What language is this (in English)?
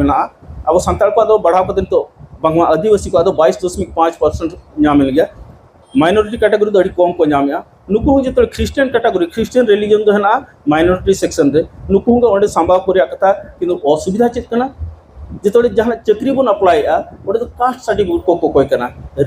Santali